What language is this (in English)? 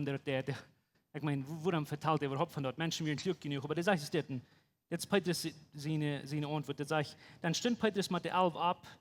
Plautdietsch